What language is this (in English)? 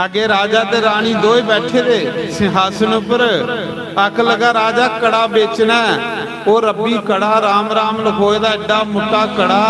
Dogri